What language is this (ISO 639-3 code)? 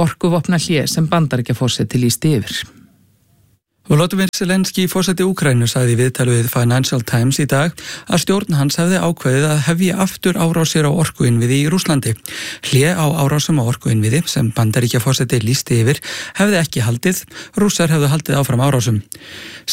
isl